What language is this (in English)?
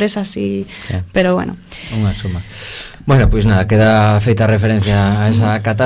Galician